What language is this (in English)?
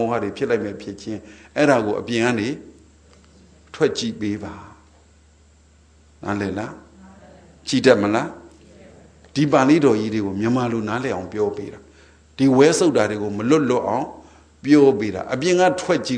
Burmese